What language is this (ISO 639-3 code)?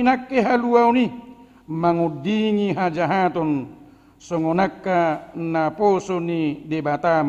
bbc